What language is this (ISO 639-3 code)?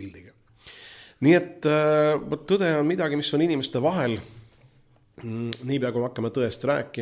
est